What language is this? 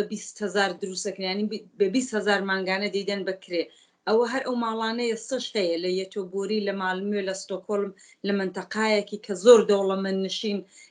Central Kurdish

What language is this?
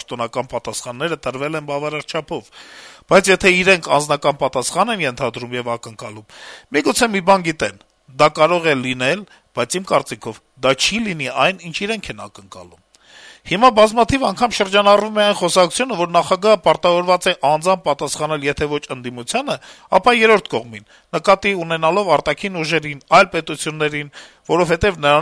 Armenian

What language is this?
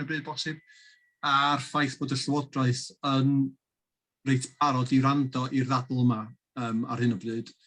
Welsh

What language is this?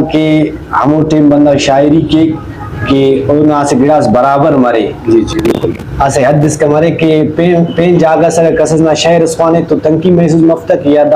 Brahui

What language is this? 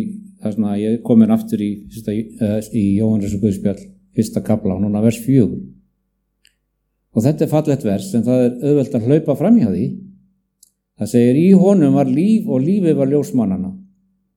Icelandic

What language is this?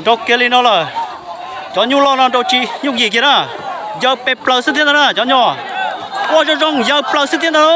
Hmong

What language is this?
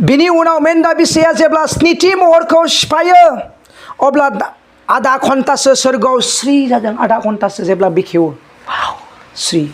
Bodo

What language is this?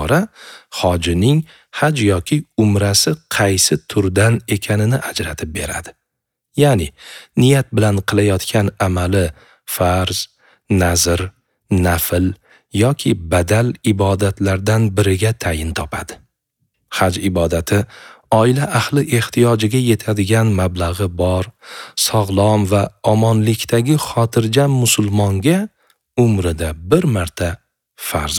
Uzbek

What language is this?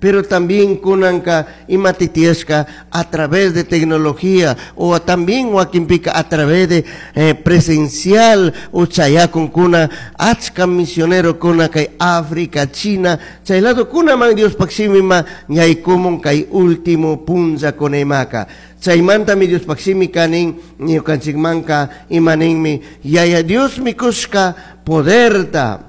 Chimborazo Highland Quichua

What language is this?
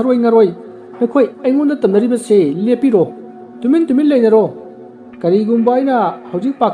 Manipuri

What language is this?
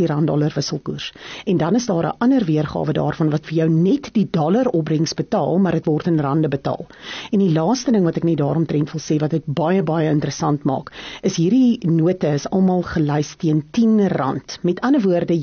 Afrikaans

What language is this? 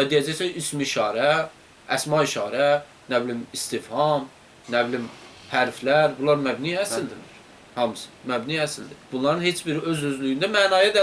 Azerbaijani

